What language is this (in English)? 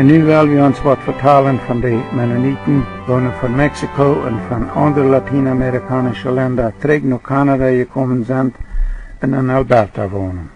Plautdietsch